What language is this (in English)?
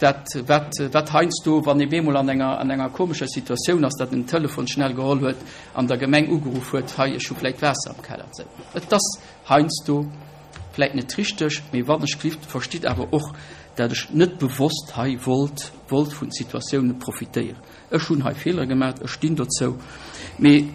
Luxembourgish